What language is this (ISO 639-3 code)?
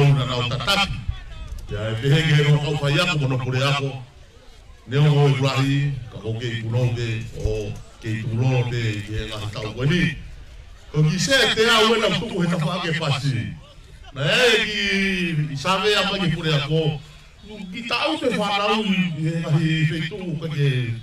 ton